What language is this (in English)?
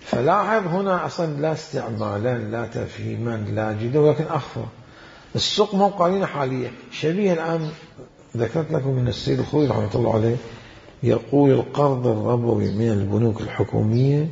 Mesopotamian Arabic